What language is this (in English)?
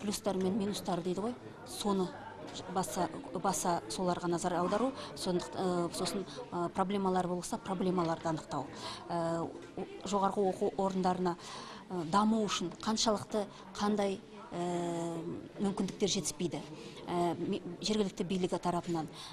Kazakh